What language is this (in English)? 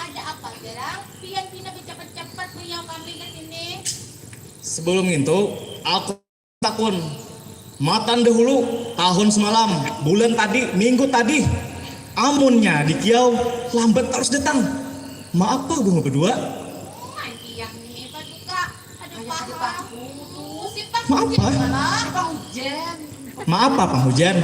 Banjar